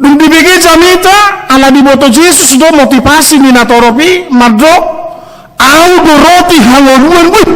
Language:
Batak Toba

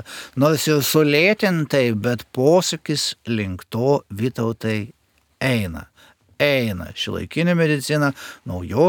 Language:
Lithuanian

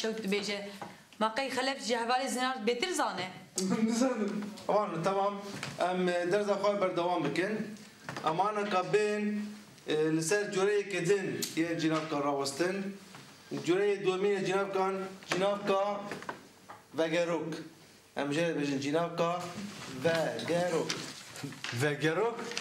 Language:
Kurdish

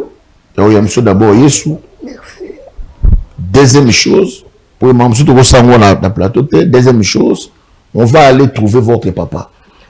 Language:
Lingala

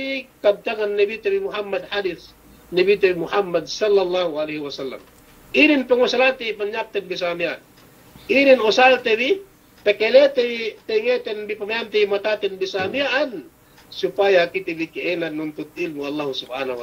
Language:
Yakan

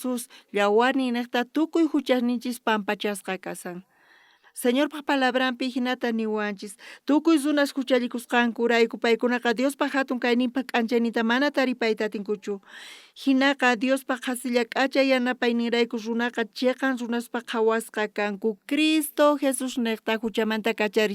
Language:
South Bolivian Quechua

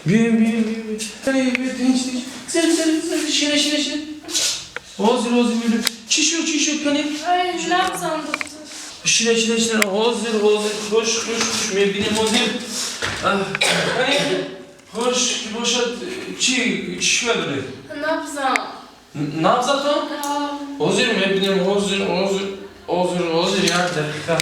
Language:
Tajik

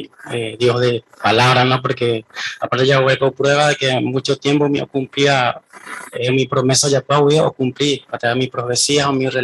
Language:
Guarani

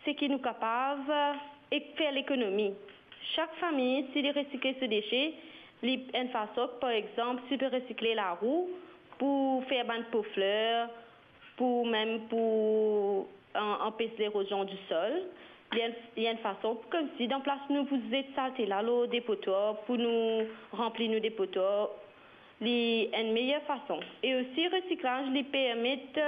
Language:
Morisyen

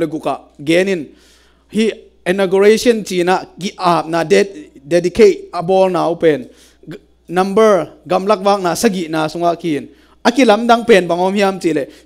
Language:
Tedim Chin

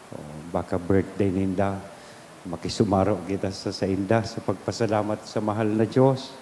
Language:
Bikol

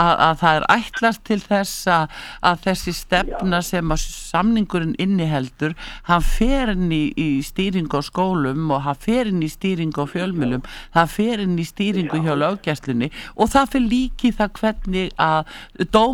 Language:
Icelandic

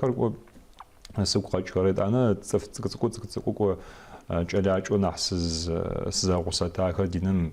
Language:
Adyghe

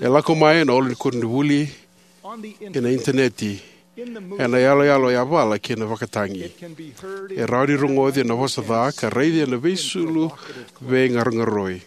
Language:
Fijian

